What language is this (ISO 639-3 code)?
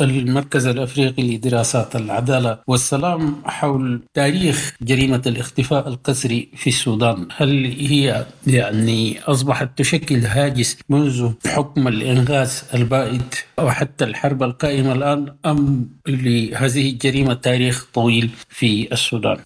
apd